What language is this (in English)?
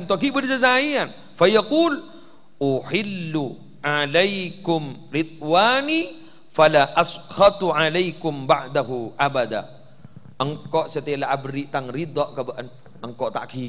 Madurese